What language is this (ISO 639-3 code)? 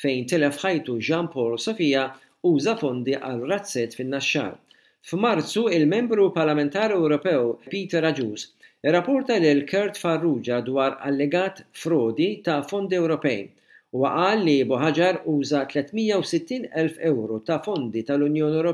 mlt